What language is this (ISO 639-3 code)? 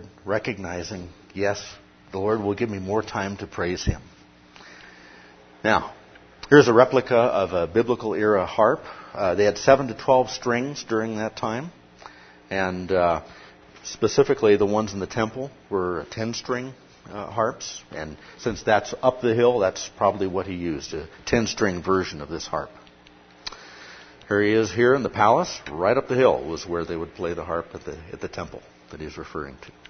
eng